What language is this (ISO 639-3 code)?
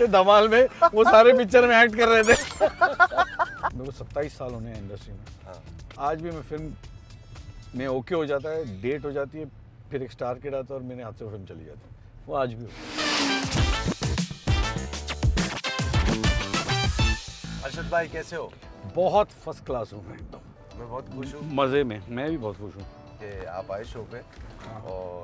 hin